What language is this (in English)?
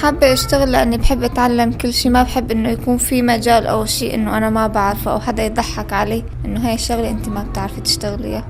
Kurdish